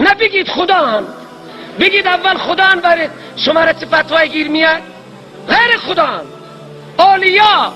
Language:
Persian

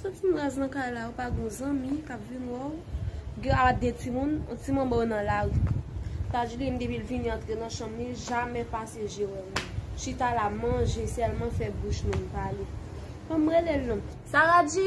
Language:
Haitian Creole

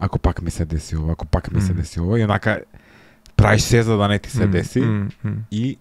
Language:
Macedonian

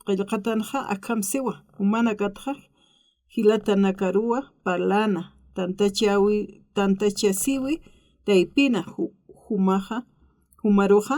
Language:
Aymara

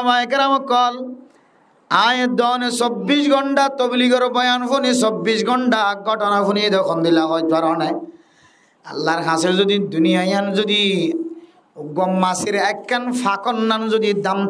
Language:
Rohingya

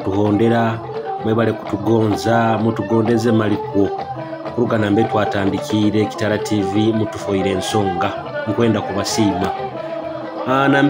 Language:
Nyoro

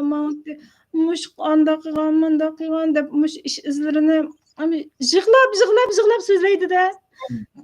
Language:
Uyghur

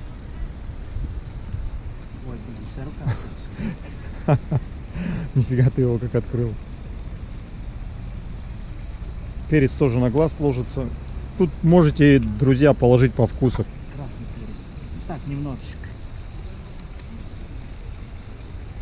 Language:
Russian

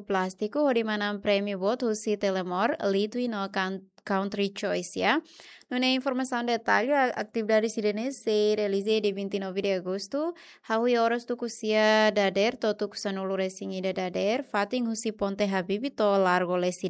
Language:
Tetum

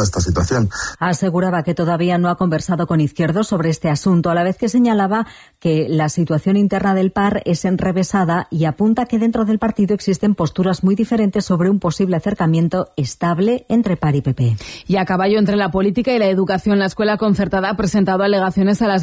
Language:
Spanish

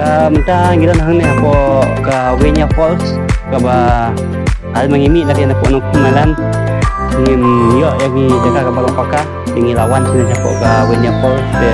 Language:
Khasi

